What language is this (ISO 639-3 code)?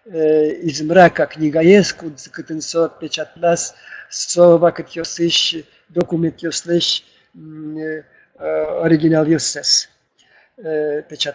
udm